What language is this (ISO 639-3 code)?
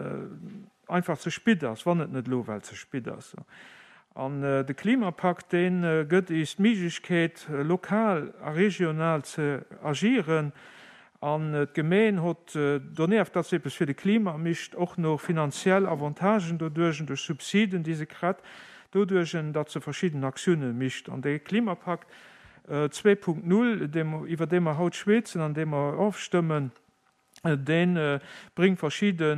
ltz